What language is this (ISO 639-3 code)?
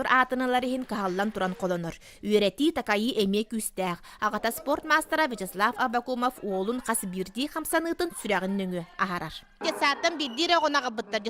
sah